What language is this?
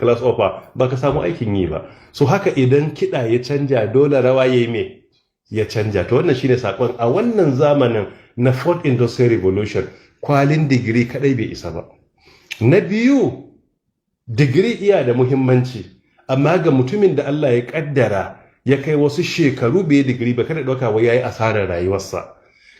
Hausa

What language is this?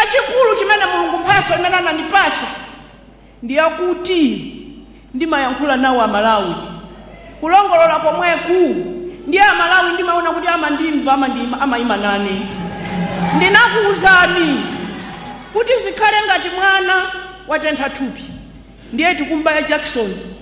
Nyanja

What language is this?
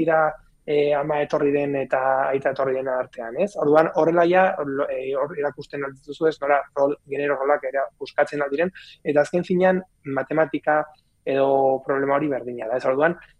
Basque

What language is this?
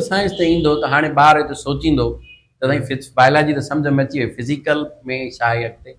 Sindhi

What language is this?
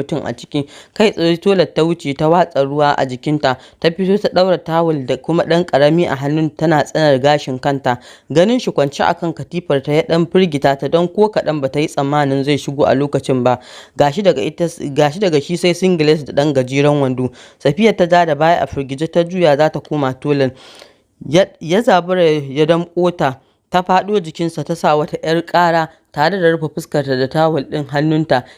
Hausa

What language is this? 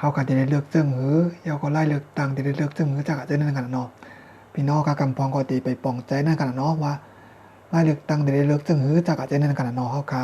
Shan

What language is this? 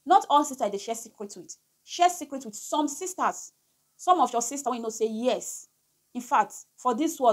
Nigerian Pidgin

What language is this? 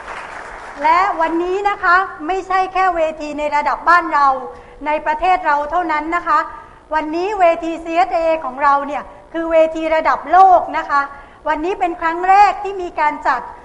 Thai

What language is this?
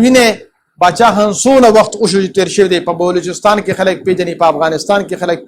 Pashto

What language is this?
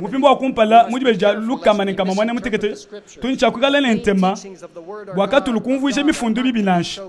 Luba-Lulua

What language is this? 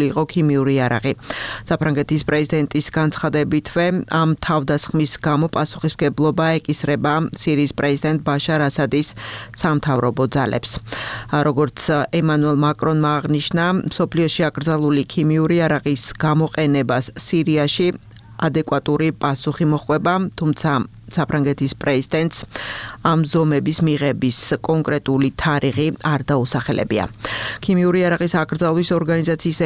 Georgian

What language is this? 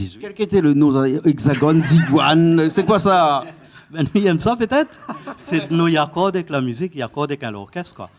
Réunion Creole French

